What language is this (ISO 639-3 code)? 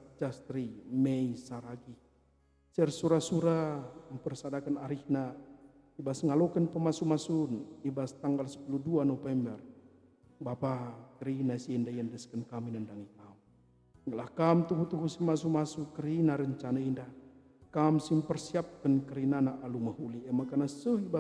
btx